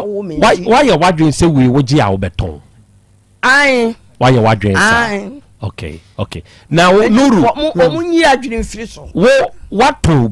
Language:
Akan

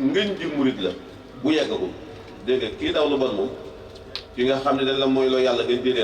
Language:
Wolof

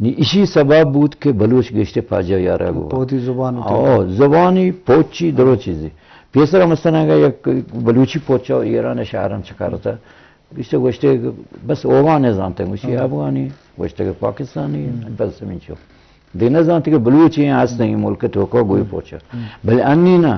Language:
Eastern Balochi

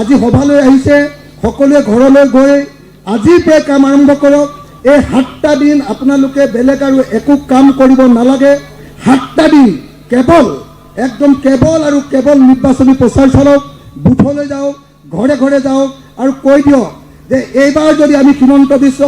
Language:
Assamese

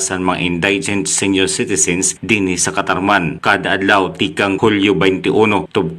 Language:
Waray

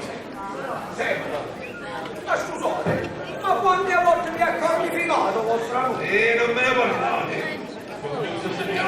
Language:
Neapolitan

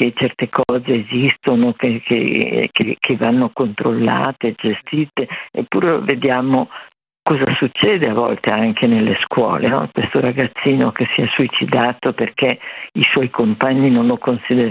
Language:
Italian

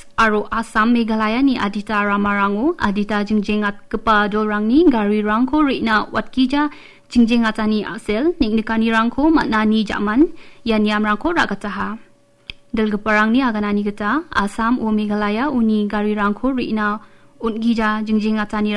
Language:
Garo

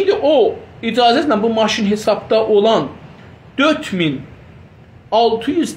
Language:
South Azerbaijani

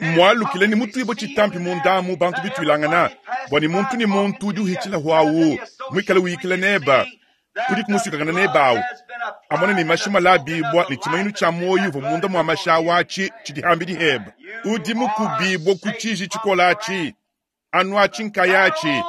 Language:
Luba-Lulua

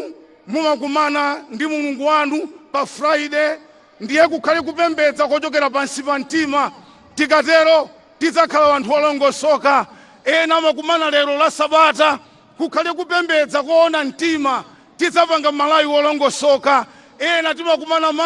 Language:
Nyanja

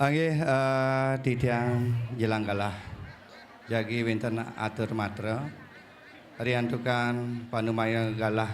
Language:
Balinese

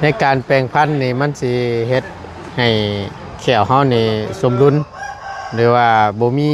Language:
Northeastern Thai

